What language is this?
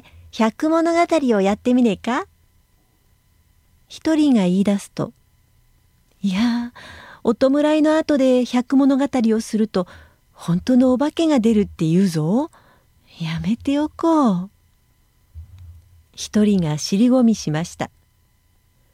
Japanese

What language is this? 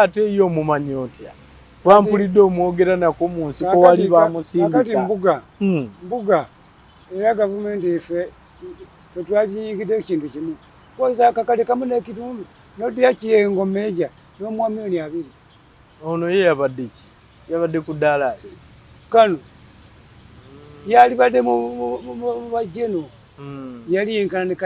Ganda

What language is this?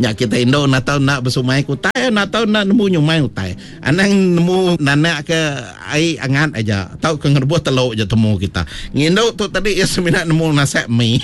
Iban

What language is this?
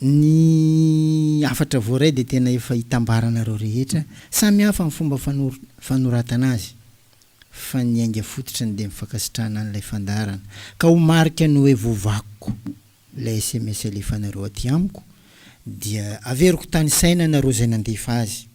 Malagasy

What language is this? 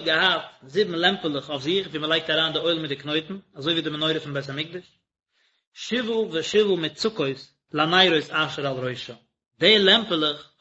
Yiddish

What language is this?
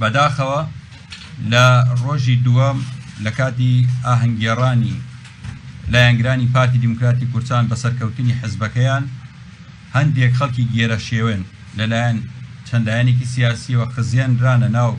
Central Kurdish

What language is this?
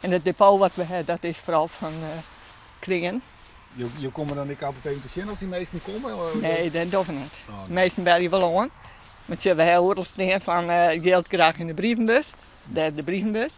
Western Frisian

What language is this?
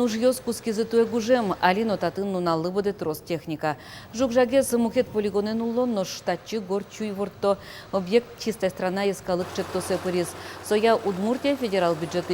Udmurt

